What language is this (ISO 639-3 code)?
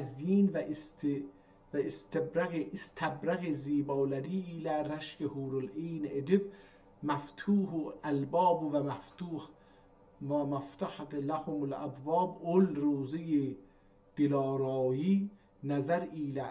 azb